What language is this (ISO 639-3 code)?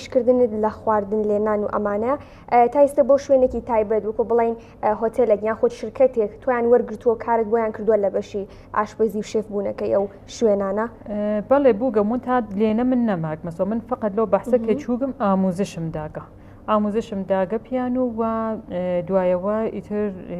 ckb